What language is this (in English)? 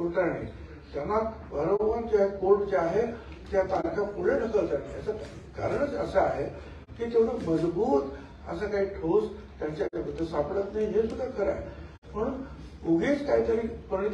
Marathi